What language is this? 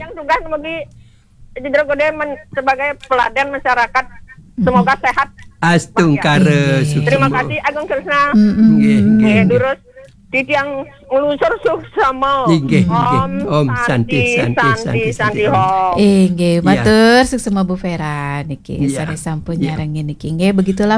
Balinese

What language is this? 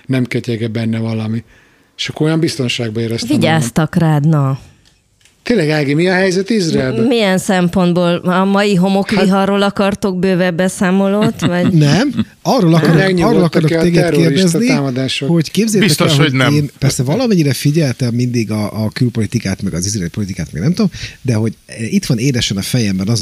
Hungarian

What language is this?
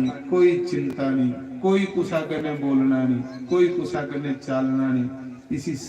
Dogri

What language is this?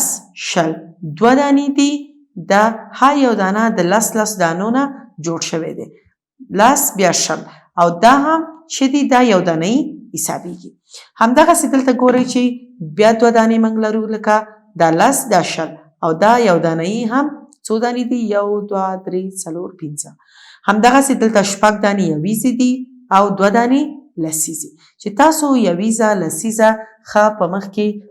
Pashto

